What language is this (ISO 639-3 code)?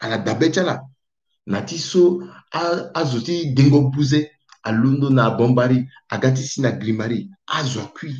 sag